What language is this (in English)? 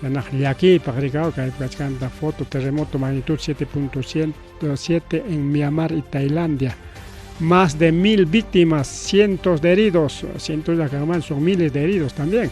Ayacucho Quechua